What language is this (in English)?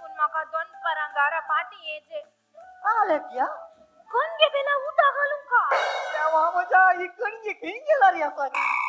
Konkani